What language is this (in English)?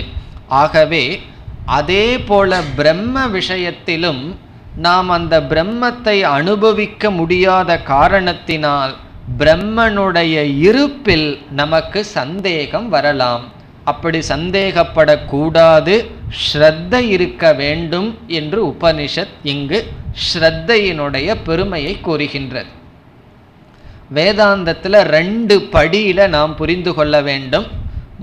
Tamil